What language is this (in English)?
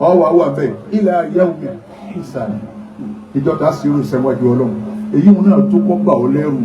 Yoruba